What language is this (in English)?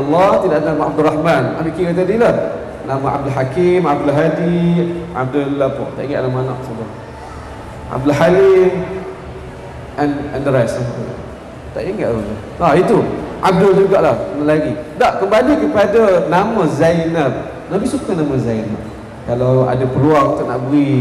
Malay